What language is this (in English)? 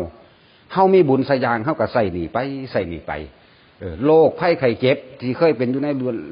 Northeastern Thai